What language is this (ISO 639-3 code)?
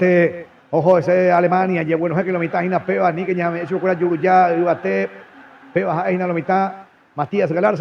grn